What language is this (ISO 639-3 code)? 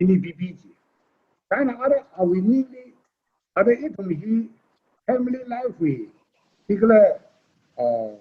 nmf